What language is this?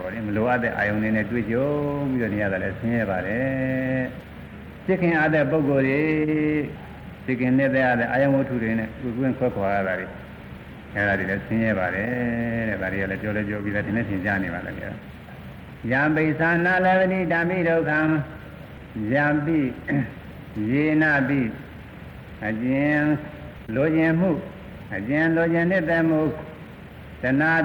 Burmese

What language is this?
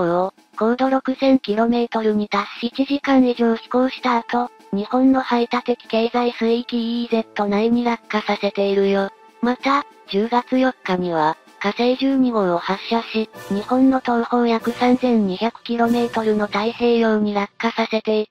Japanese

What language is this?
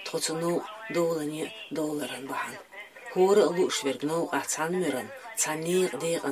Chechen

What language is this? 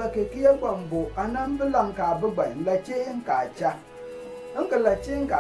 Konkomba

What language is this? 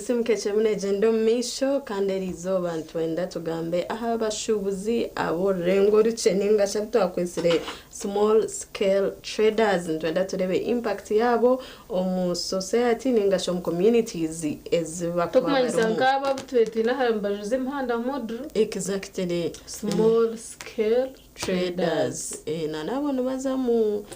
Nyankole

